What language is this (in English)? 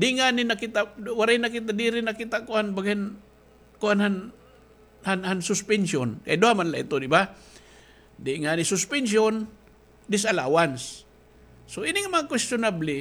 Waray